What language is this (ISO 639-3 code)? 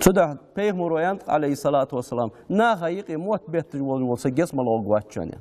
inh